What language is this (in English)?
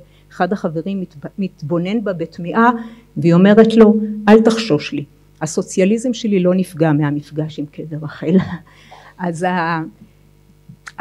Hebrew